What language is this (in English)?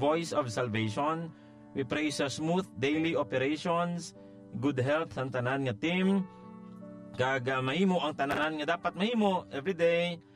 Hiligaynon